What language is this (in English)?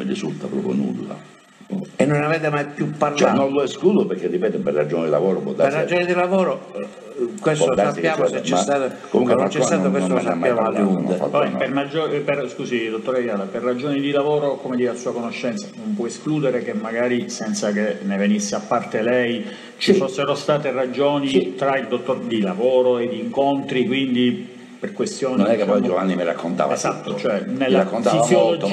Italian